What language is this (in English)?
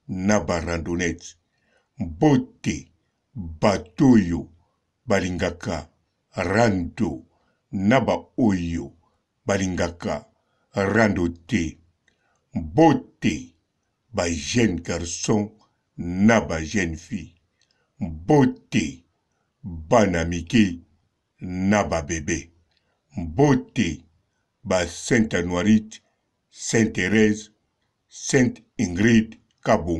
Lingala